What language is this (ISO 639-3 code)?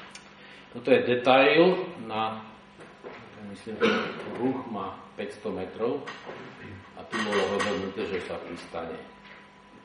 slk